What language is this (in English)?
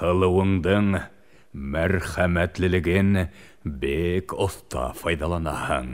Bashkir